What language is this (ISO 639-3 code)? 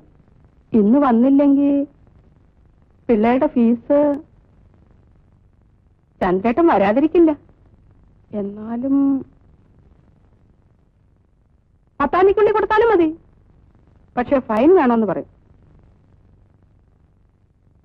mal